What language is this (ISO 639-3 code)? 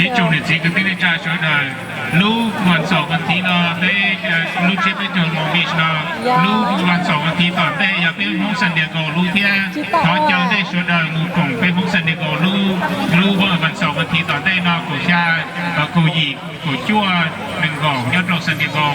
hmn